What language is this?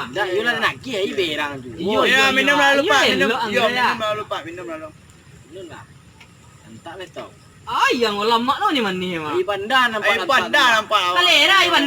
Minangkabau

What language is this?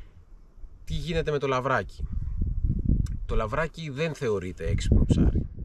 Greek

